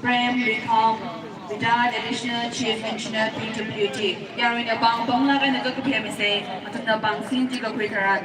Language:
Tangkhul Naga (India)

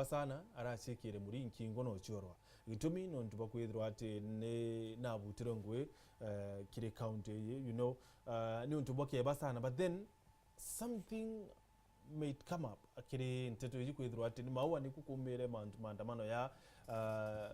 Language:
Meru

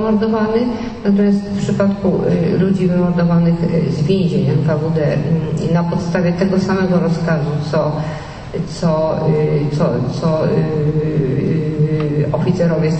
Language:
Polish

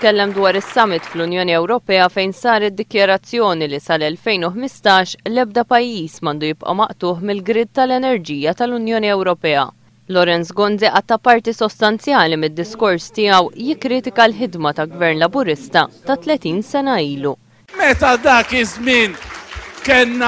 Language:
Maltese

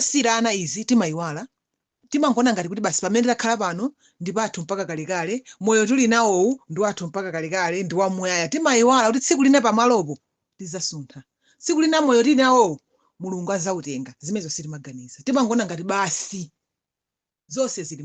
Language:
Nyanja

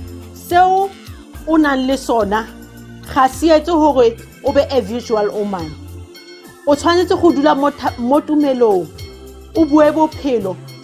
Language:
Southern Sotho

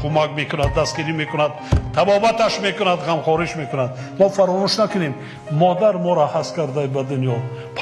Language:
Tajik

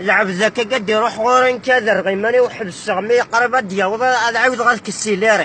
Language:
Kabyle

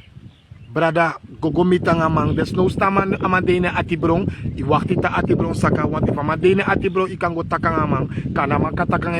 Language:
Sranan Tongo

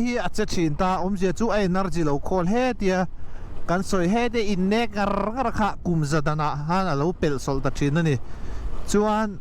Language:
Mizo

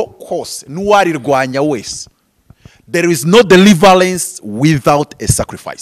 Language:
Kinyarwanda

